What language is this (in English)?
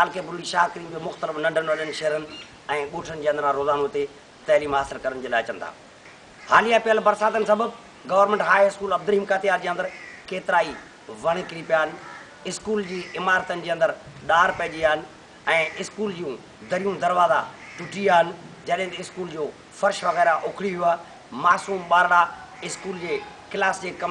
Sindhi